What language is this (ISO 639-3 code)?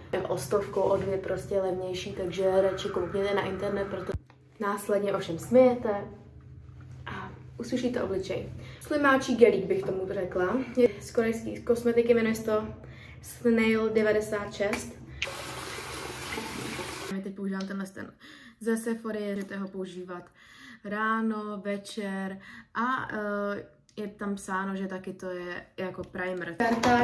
ces